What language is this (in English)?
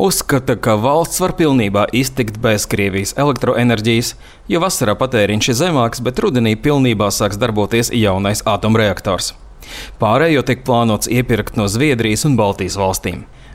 Latvian